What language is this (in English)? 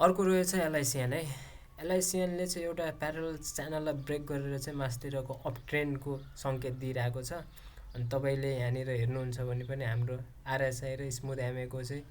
Nepali